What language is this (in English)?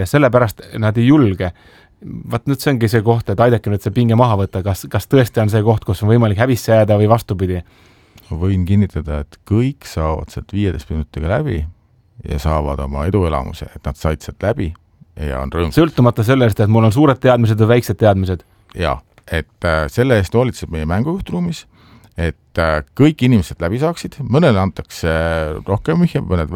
Estonian